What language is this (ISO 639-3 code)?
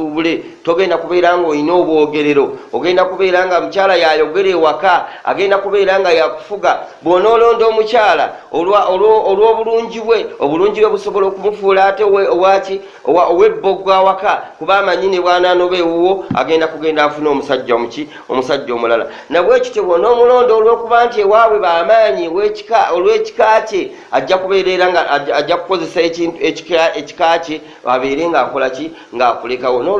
lug